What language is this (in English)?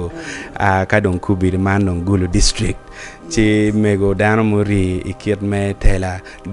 Acoli